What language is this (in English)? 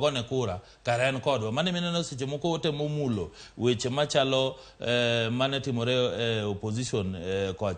Luo (Kenya and Tanzania)